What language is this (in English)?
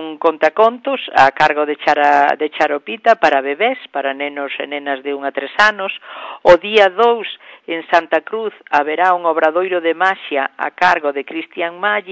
Galician